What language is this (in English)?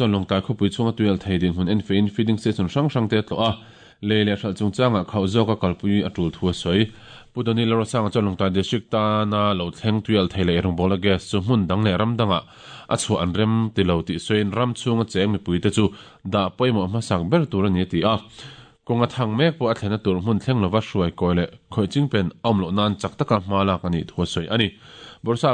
Mizo